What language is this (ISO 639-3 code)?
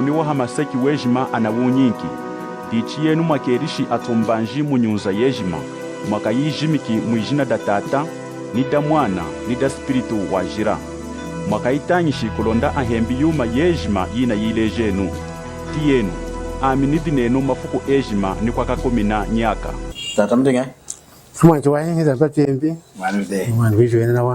lun